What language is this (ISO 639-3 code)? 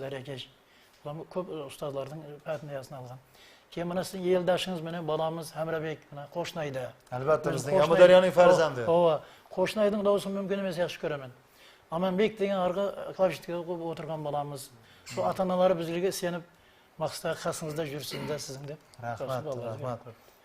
kaa